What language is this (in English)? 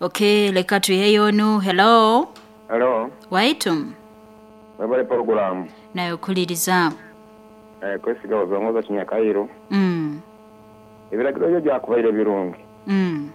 Nyoro